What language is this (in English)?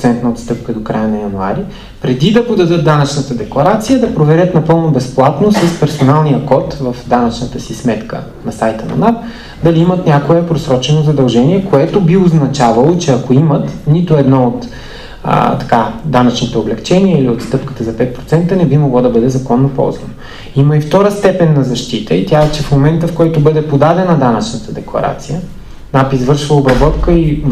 Bulgarian